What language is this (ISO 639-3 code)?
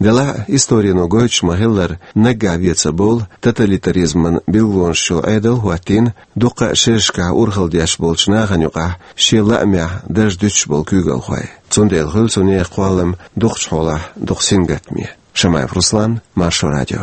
che